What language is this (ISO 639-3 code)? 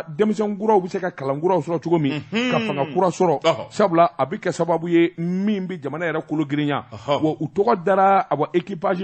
bam